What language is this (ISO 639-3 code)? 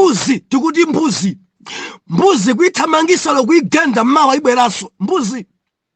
nya